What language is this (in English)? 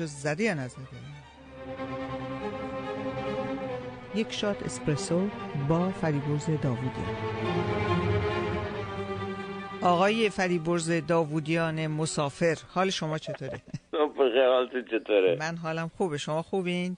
Persian